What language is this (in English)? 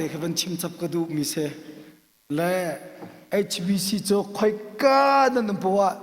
Hakha Chin